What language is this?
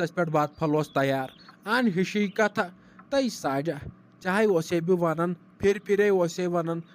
Kashmiri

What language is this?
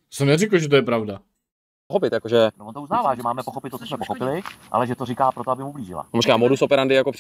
Czech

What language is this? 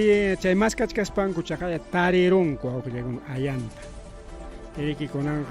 Ayacucho Quechua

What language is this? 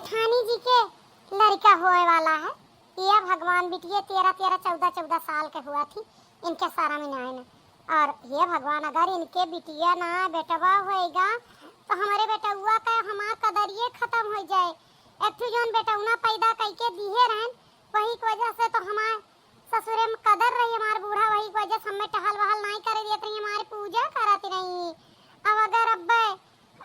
Awadhi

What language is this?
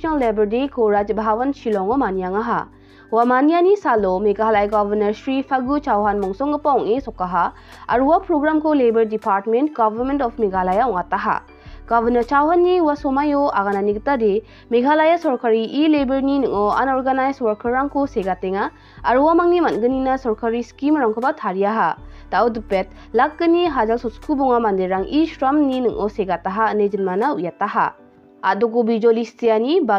Garo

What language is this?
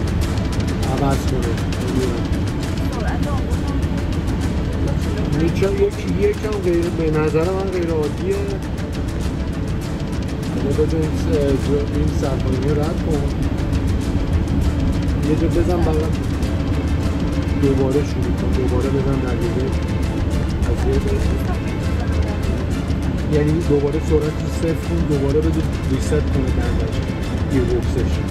Persian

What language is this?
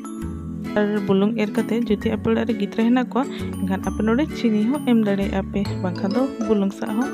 Santali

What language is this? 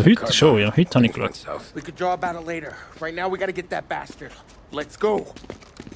Swiss German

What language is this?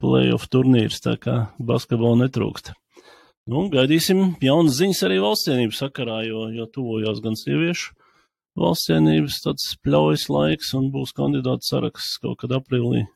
Latvian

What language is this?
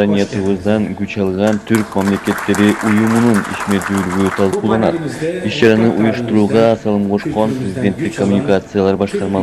Kyrgyz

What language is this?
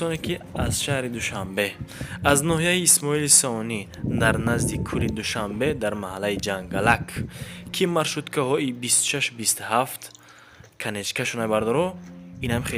Tajik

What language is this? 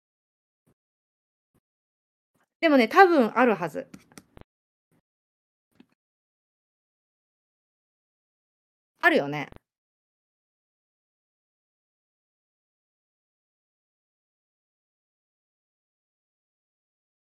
Japanese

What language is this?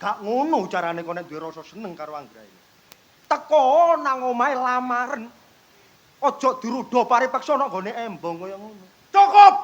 Javanese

